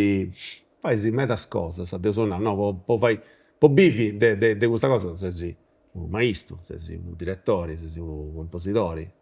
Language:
Sardinian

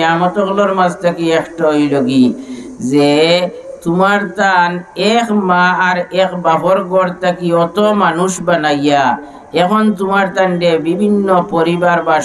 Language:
Sylheti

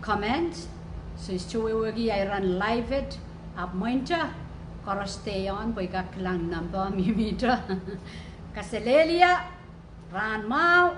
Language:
Pohnpeian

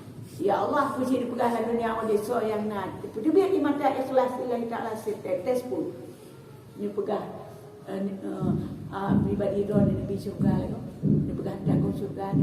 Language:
Achinese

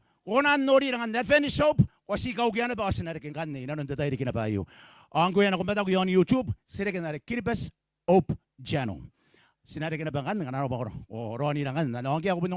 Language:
Gilbertese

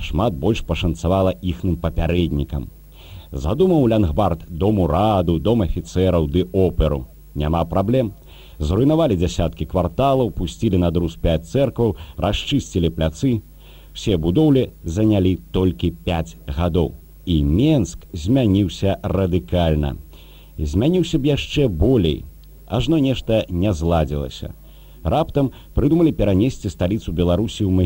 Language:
Belarusian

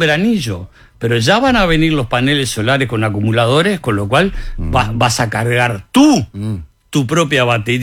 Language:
Spanish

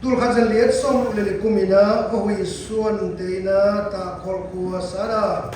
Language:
Siyin Chin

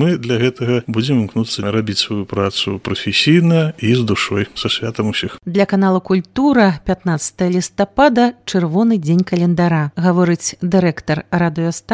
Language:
Belarusian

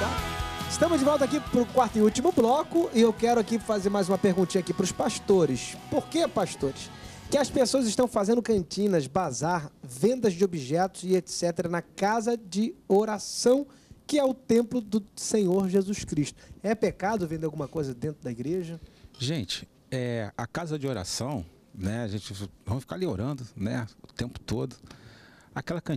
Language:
Portuguese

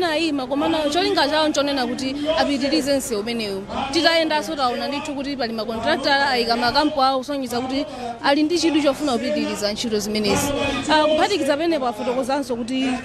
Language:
Nyanja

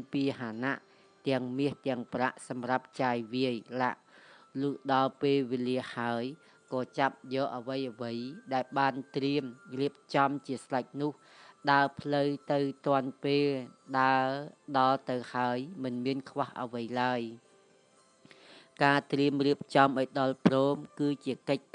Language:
Khmer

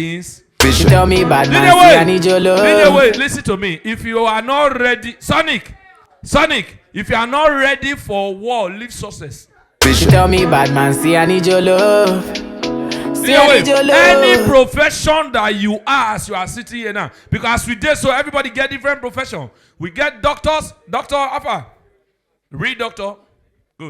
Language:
Nigerian Pidgin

